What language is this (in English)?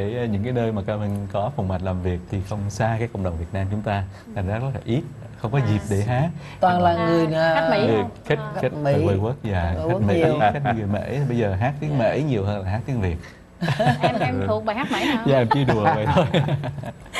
Vietnamese